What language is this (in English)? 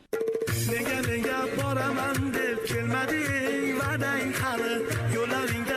Bashkir